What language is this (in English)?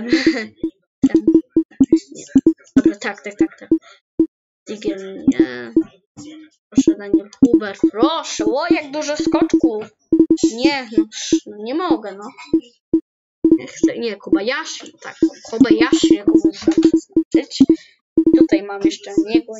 Polish